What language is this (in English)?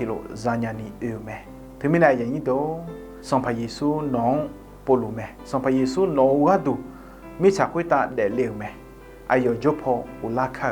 Akha